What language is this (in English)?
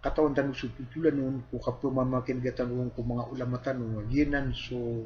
Maranao